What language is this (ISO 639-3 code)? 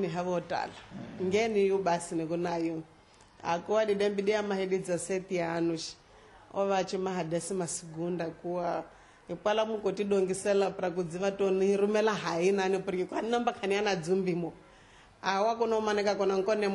tso